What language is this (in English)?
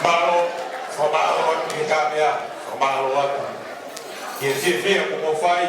Tongan